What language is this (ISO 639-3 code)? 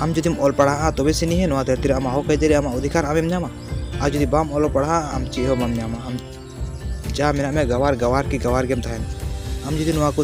sat